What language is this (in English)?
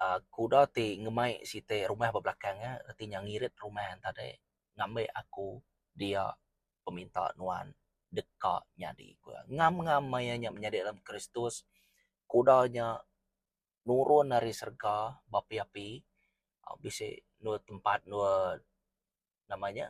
Iban